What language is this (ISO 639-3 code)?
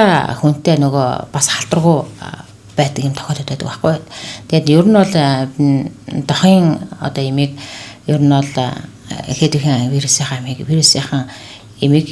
mon